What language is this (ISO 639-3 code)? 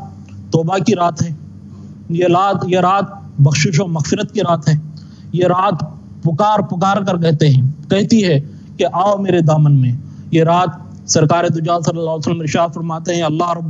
urd